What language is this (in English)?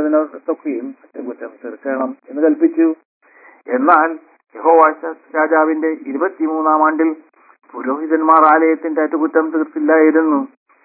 Malayalam